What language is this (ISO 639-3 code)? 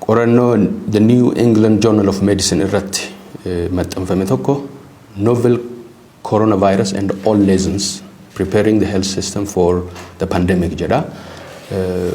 orm